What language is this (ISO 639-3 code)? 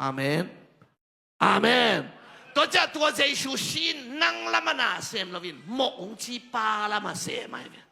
ctd